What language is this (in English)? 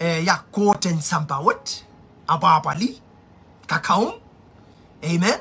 Pohnpeian